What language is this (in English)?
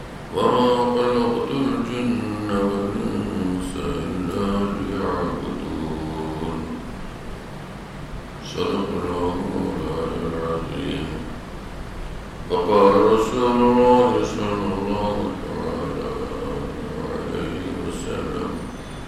Bangla